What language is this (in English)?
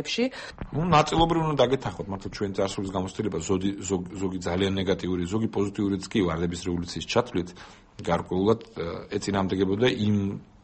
Georgian